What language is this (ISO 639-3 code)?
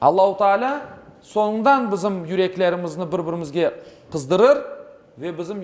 crh